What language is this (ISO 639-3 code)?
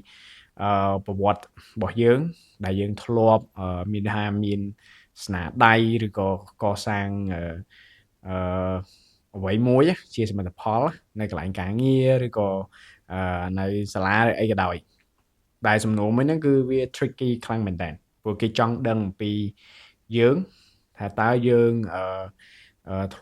khm